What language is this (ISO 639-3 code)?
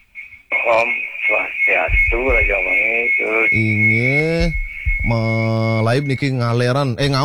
ban